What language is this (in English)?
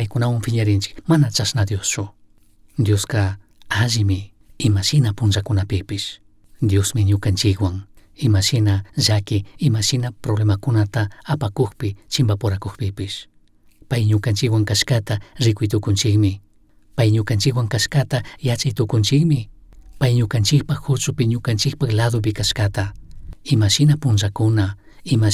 Chimborazo Highland Quichua